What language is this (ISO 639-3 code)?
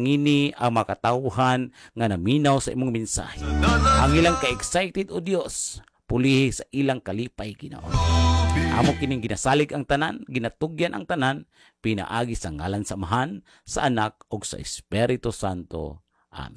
ceb